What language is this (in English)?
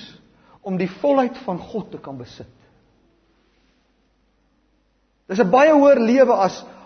Afrikaans